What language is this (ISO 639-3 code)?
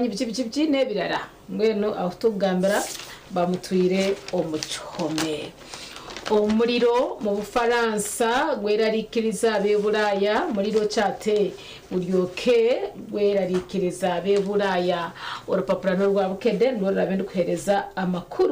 nyn